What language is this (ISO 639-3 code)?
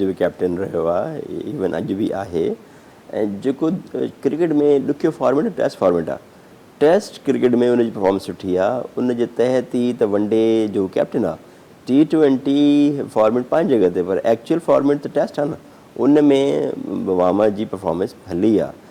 snd